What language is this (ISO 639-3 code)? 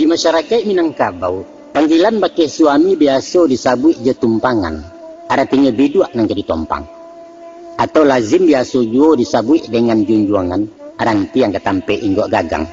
min